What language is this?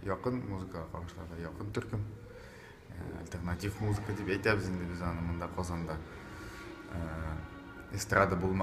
Tatar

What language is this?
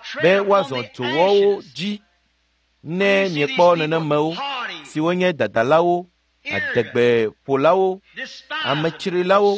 Ewe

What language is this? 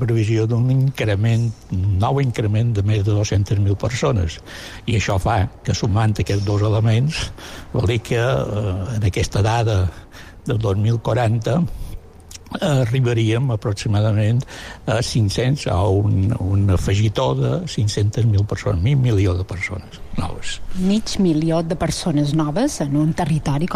Catalan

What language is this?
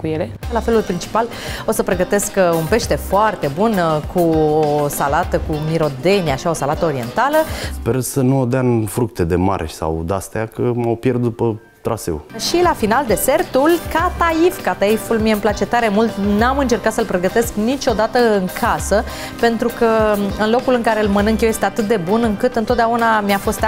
Romanian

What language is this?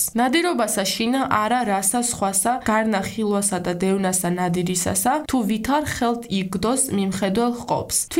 Georgian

